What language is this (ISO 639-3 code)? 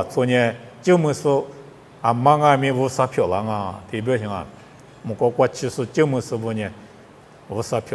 lis